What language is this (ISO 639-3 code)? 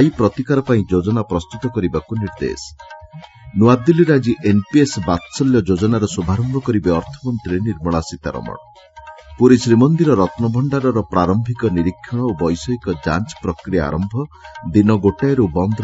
ori